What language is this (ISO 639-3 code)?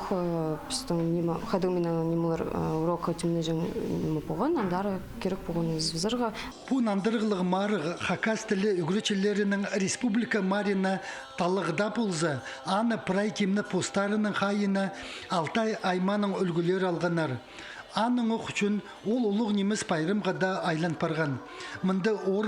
kjh